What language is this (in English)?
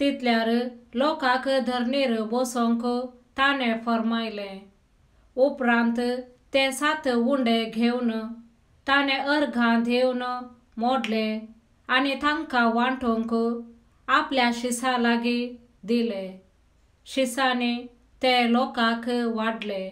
Konkani